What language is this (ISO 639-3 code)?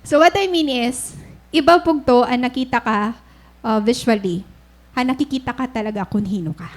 war